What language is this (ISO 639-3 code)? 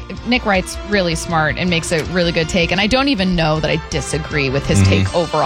eng